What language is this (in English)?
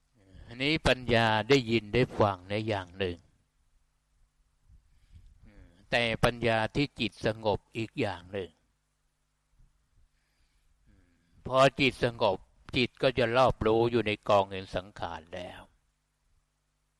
Thai